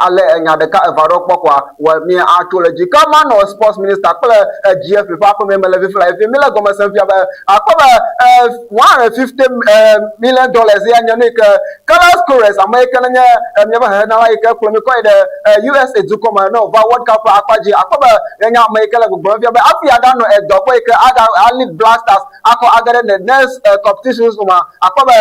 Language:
Ewe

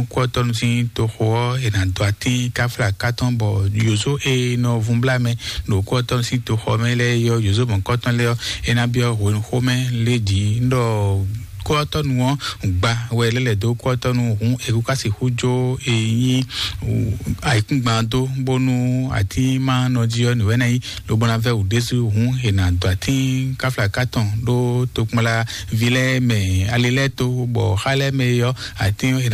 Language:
Fon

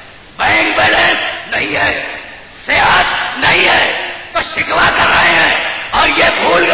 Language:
Urdu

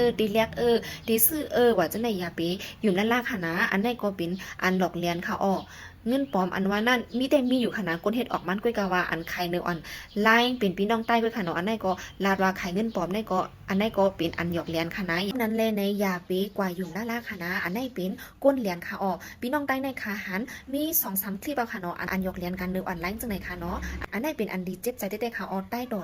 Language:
Shan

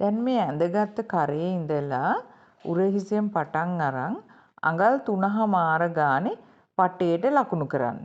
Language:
Sinhala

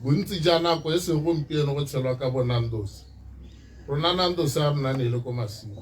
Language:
Tswana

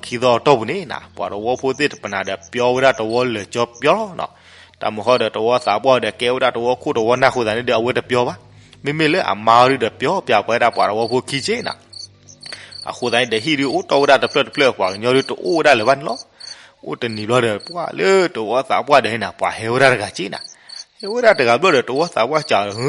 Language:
S'gaw Karen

